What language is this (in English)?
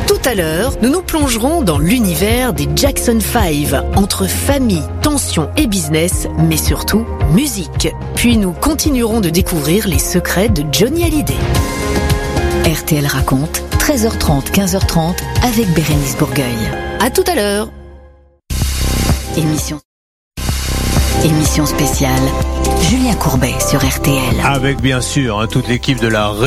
French